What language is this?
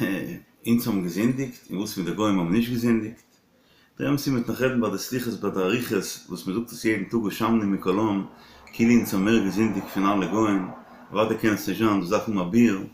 Yiddish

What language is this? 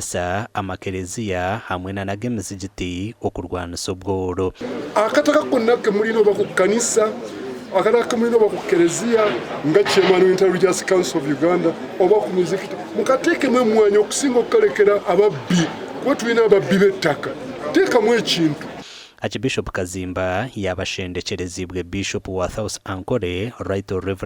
Nyankole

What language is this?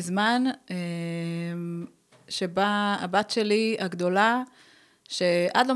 Hebrew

